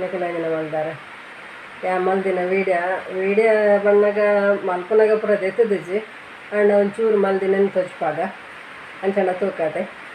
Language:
Tulu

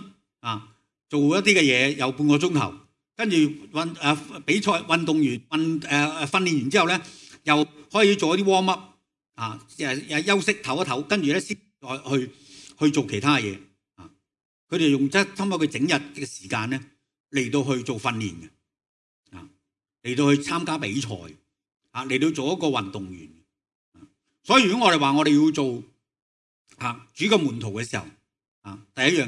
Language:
Cantonese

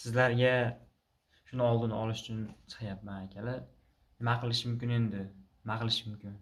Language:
Uzbek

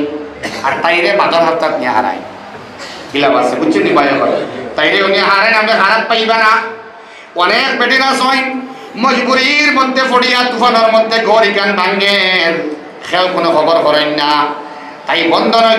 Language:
Sylheti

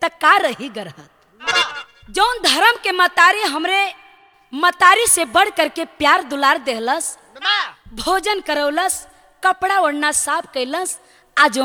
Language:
Bhojpuri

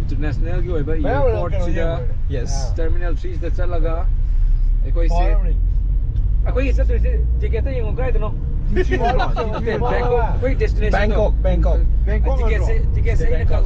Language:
Manipuri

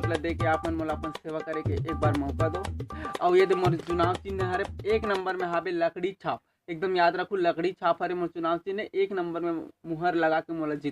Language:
Chhattisgarhi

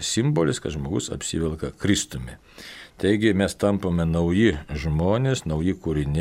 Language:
Lithuanian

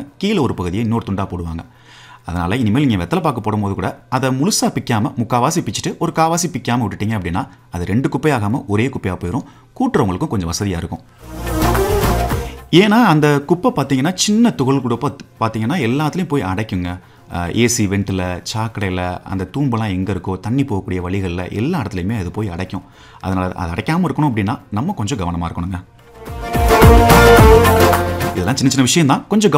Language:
Tamil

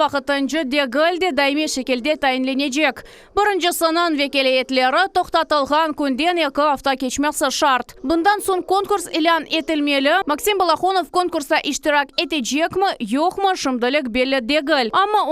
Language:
Crimean Tatar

